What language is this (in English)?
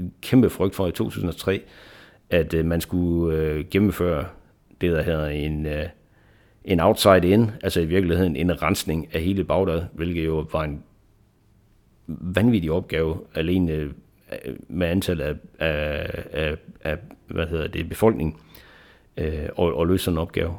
Danish